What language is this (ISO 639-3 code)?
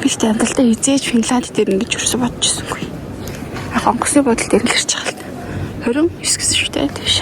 mon